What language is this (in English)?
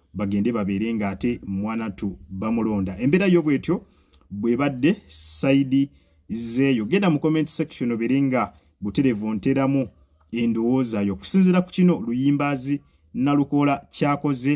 Ganda